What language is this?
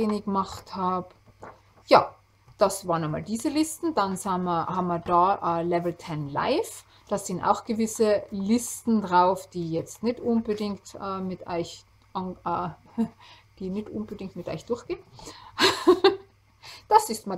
German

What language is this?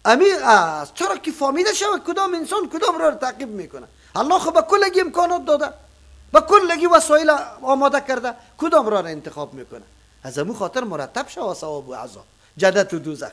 Persian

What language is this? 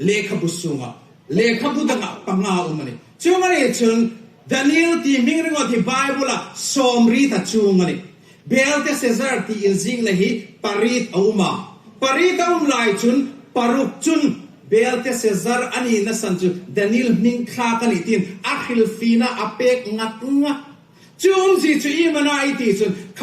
Hmar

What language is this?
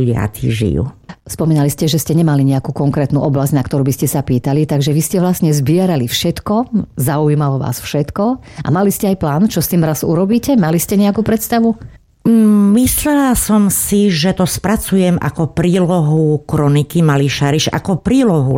Slovak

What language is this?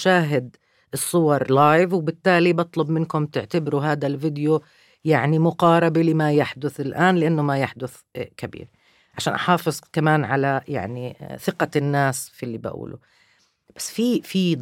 North Levantine Arabic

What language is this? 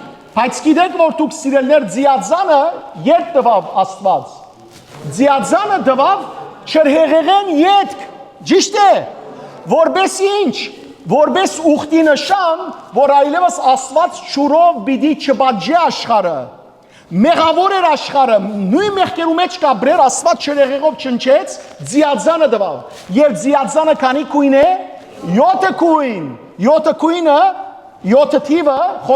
Western Armenian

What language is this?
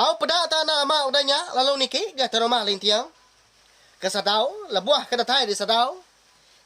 Iban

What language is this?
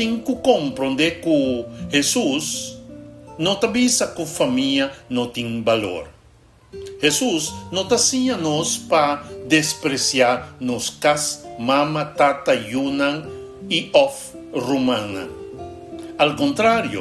Papiamento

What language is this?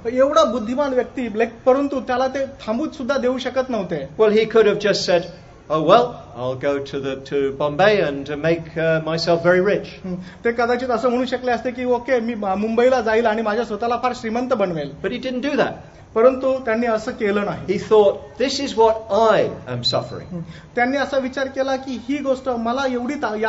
Marathi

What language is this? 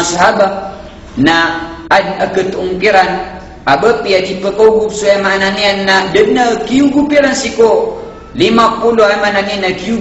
Maranao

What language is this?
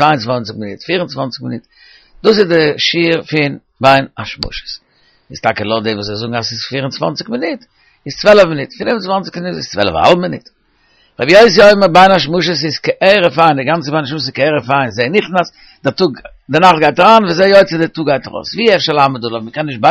Yiddish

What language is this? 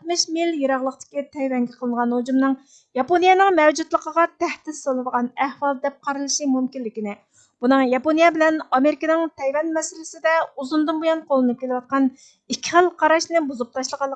Uyghur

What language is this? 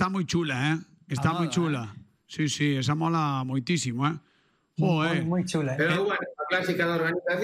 Galician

